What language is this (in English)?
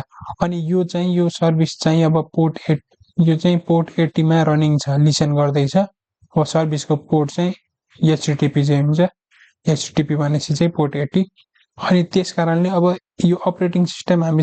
Nepali